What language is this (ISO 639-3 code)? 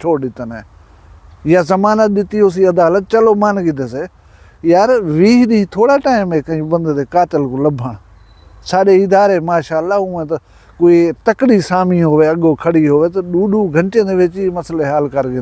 skr